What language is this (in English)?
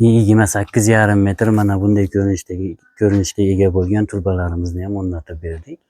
Uzbek